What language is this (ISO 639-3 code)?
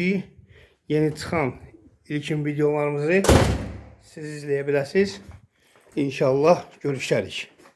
aze